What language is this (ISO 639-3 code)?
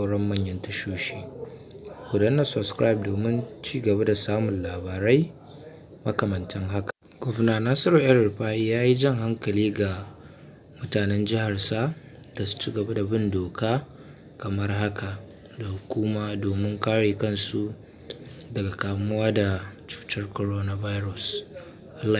hau